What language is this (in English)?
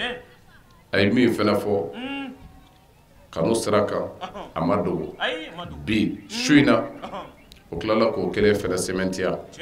Bambara